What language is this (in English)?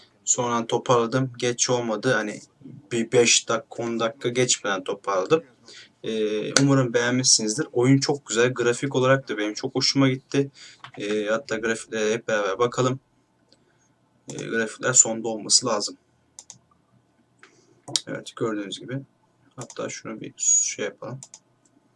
Turkish